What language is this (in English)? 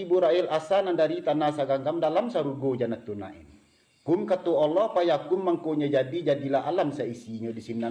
Minangkabau